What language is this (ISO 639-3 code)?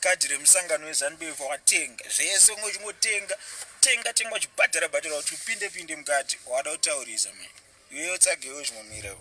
sna